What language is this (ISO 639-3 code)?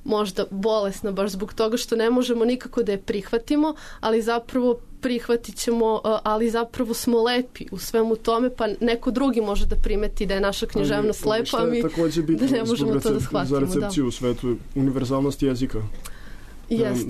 srp